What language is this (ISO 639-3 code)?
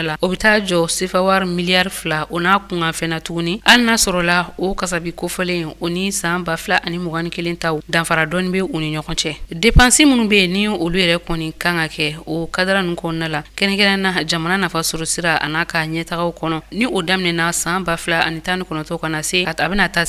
bam